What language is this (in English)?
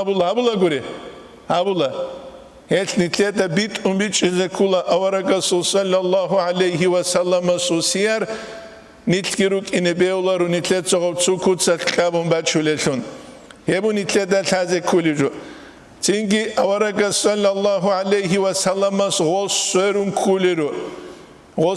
Avaric